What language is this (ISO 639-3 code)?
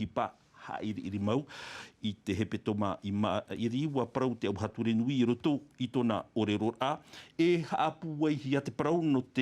tah